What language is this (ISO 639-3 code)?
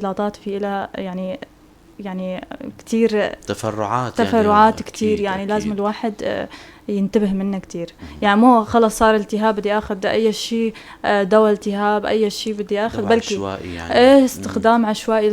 apc